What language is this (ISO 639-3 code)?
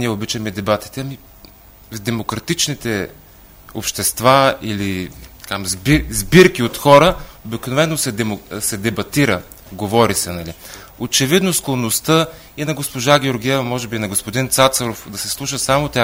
bul